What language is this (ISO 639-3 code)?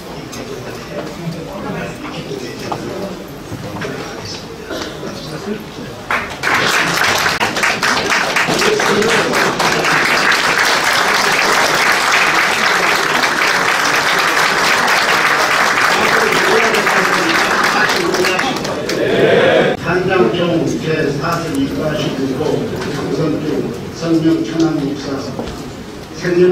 kor